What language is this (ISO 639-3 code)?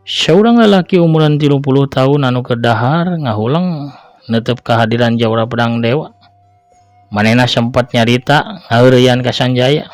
sun